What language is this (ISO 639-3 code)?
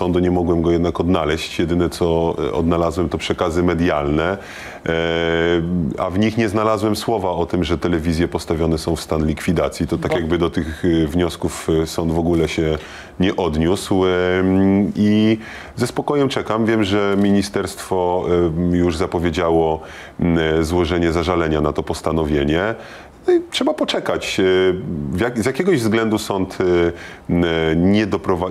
pol